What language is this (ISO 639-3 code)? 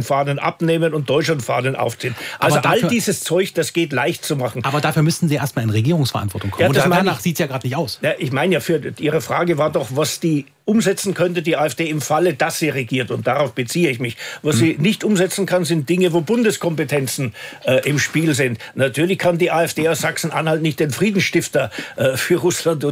deu